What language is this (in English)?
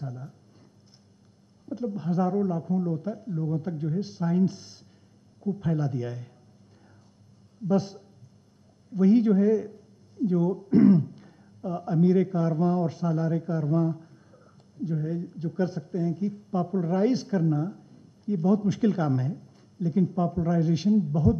Urdu